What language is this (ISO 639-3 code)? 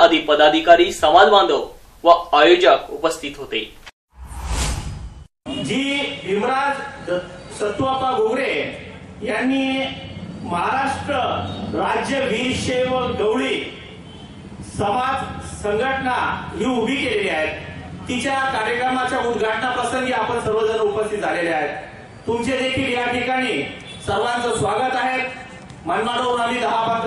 mar